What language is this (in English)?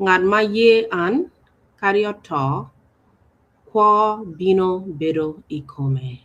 Acoli